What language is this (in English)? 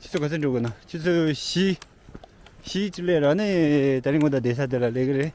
Tibetan